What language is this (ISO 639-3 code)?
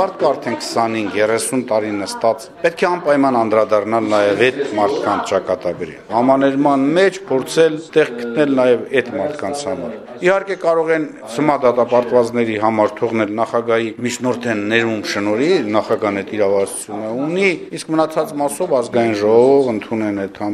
hye